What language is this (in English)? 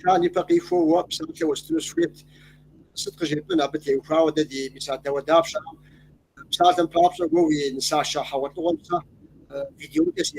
Kabardian